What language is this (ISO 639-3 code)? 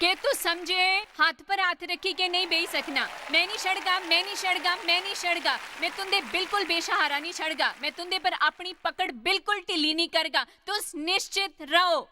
doi